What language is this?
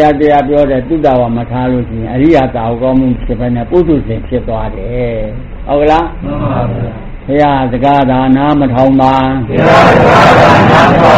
Burmese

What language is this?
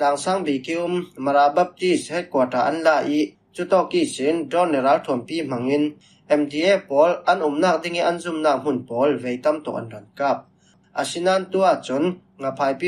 Falam Chin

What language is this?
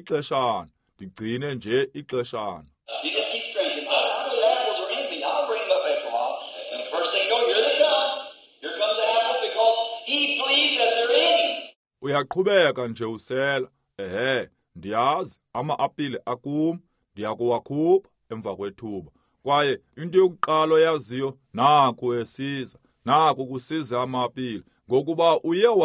Xhosa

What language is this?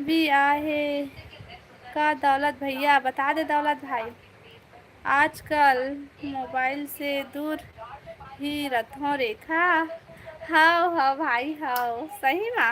Chhattisgarhi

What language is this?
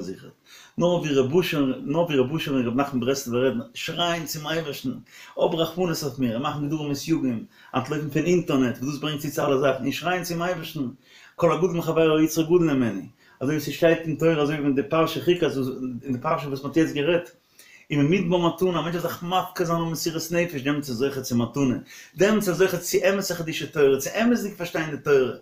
Yiddish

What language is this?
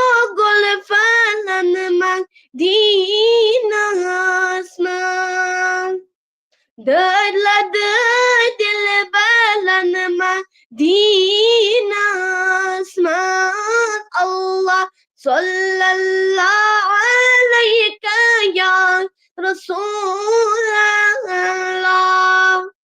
Kashmiri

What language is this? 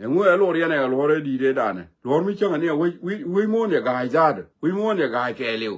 Nuer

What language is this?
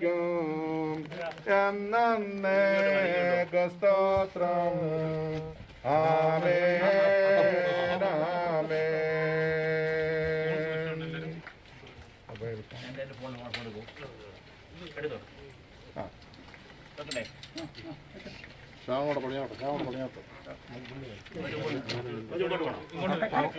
Malayalam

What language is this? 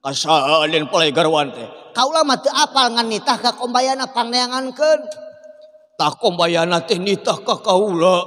Sundanese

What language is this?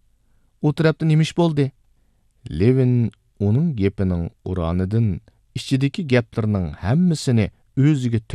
Uyghur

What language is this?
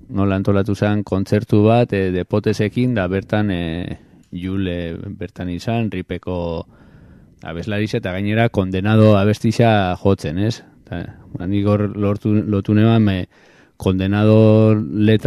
Basque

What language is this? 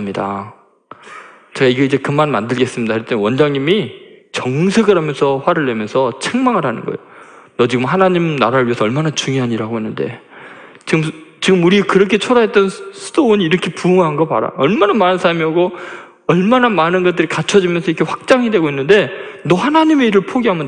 Korean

